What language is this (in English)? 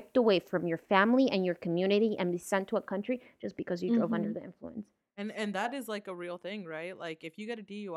English